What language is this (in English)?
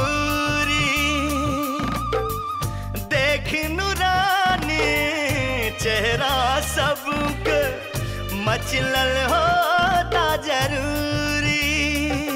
Bhojpuri